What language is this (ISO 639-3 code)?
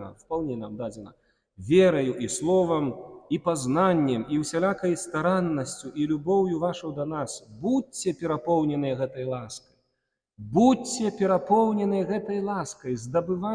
bel